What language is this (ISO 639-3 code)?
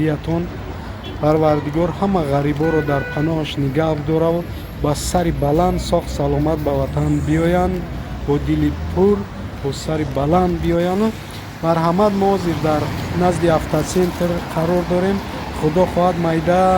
tgk